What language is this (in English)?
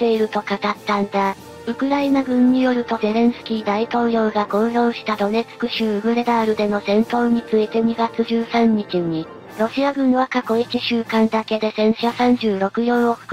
Japanese